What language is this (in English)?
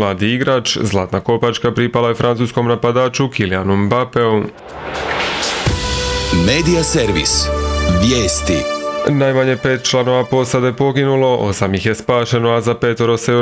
Croatian